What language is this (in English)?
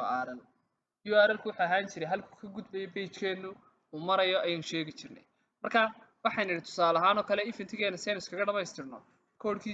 Somali